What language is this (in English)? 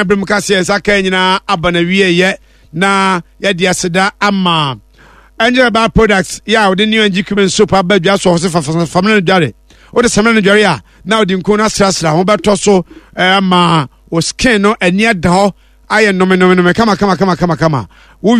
Akan